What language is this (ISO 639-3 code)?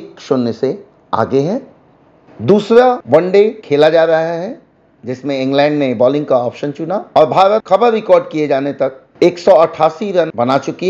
hin